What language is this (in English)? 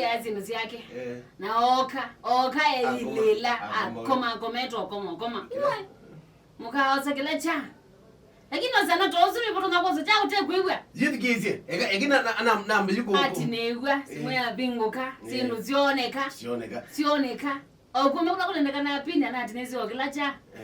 Kamba